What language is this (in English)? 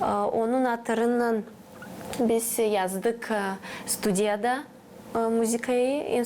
Gagauz